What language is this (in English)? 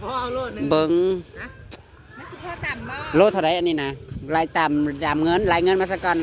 Northeastern Thai